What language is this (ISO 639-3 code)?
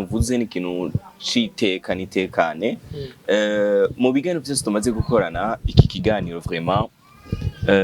run